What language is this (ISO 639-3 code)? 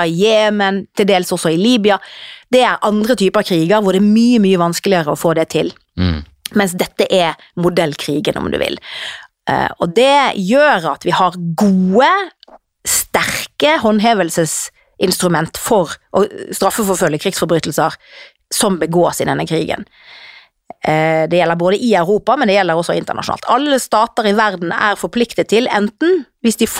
nor